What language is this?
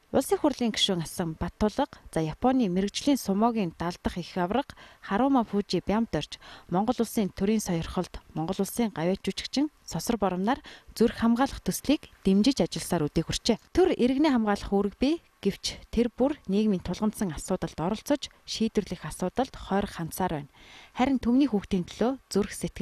Mongolian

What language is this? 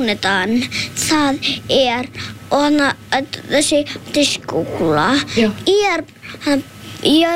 Icelandic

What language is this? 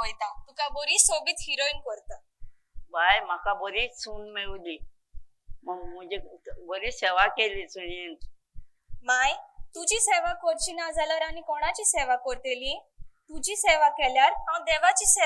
Konkani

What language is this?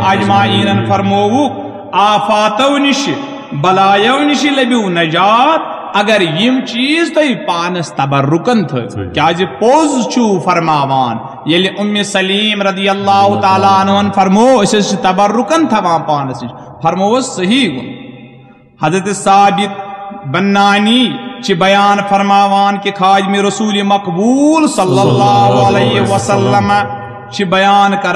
Kashmiri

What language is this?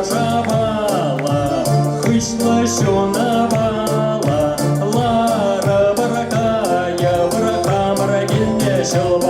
Chuvash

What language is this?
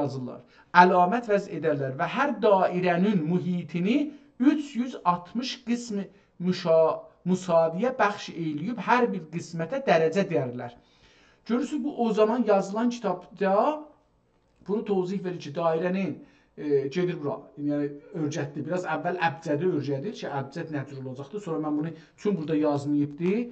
South Azerbaijani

